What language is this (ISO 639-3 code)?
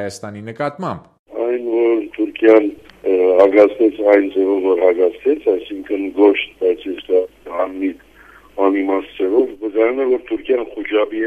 hye